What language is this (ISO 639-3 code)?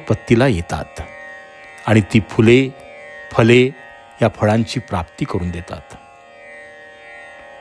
mar